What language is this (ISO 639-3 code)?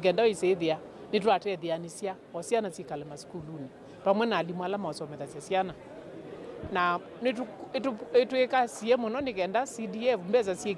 kam